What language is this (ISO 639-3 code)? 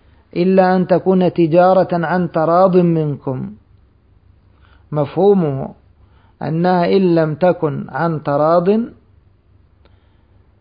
ara